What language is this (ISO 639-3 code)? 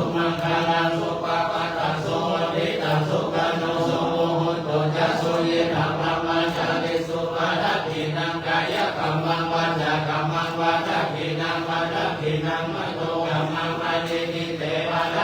pli